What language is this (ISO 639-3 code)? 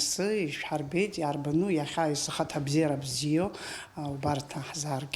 abk